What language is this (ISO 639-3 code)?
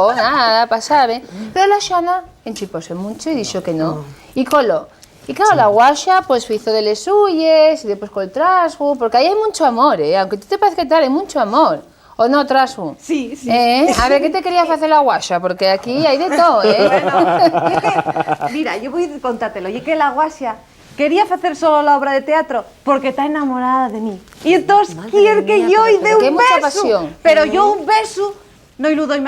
ast